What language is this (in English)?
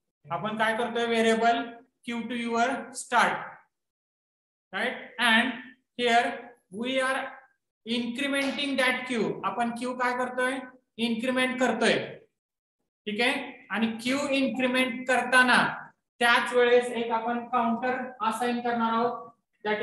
Marathi